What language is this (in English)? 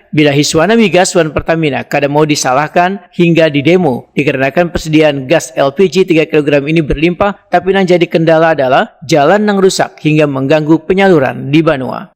Banjar